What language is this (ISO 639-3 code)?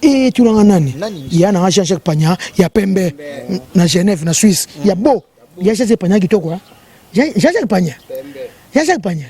lin